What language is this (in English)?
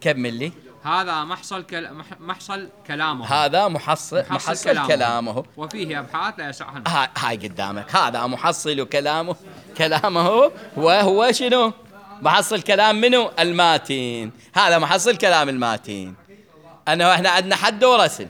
Mesopotamian Arabic